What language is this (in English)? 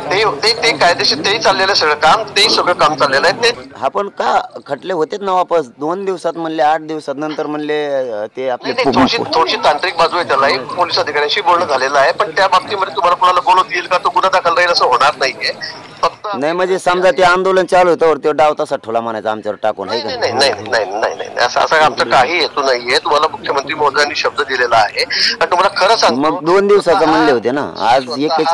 Marathi